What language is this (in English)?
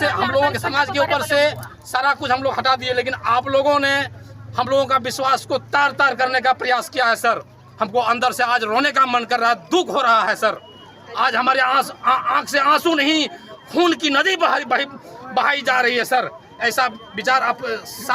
Santali